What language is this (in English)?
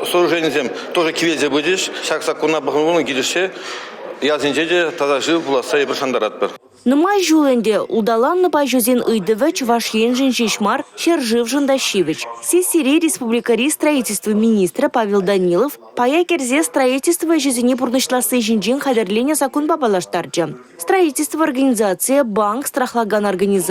Chuvash